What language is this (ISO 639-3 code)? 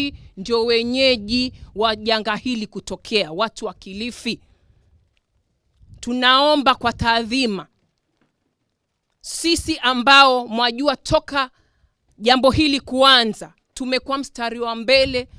swa